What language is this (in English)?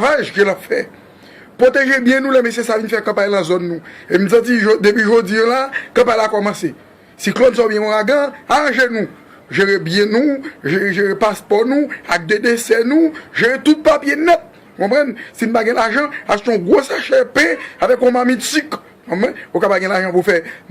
Haitian Creole